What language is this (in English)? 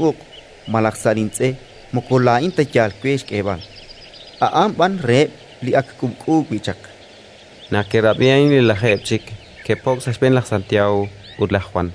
Kekchí